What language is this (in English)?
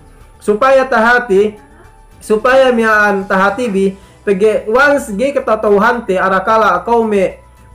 Yakan